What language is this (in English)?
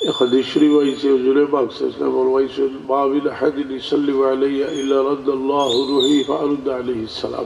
Sylheti